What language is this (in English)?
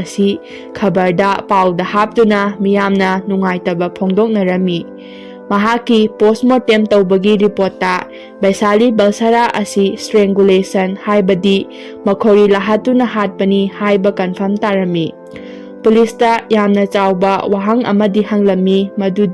Manipuri